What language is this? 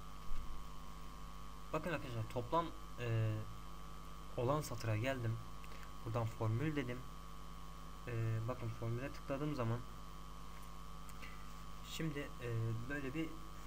Turkish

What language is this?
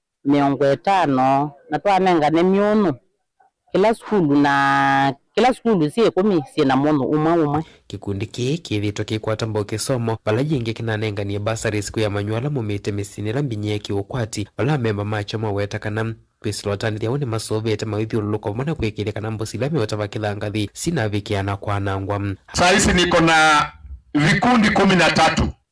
Kamba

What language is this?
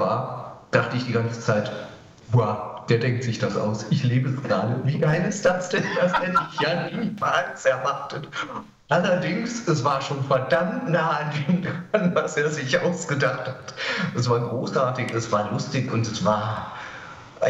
German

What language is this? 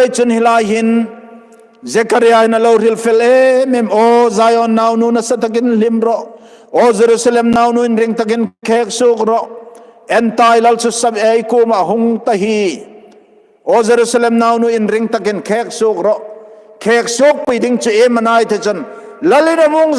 Hmar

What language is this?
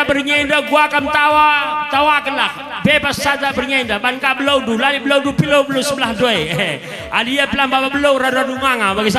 Batak Karo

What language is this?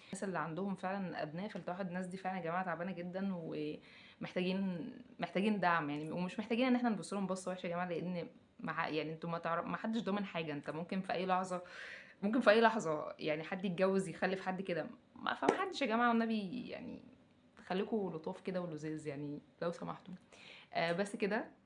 Egyptian Arabic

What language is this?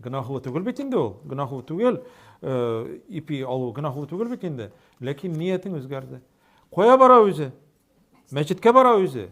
Tatar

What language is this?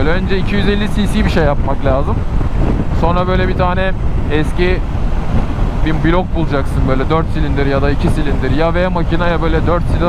Turkish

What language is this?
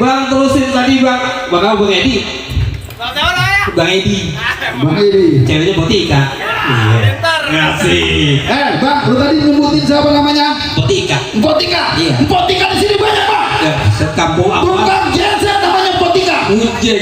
Betawi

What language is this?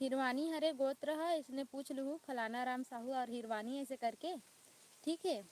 Chhattisgarhi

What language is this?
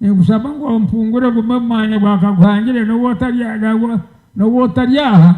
Nyankole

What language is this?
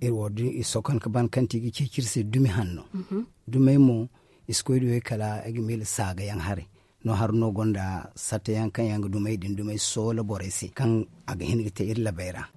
Zarma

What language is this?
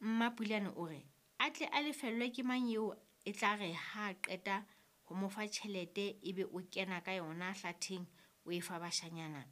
Southern Sotho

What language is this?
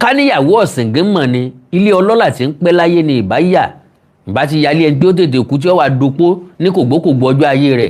Yoruba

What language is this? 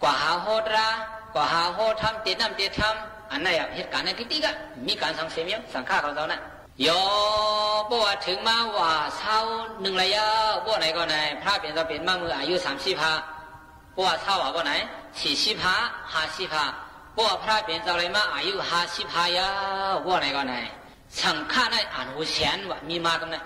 Shan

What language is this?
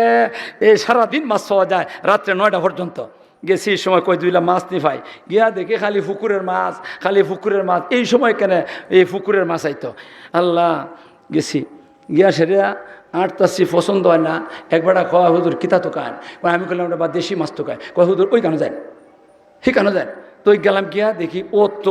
Sylheti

